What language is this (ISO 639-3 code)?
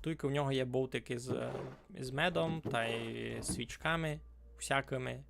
rue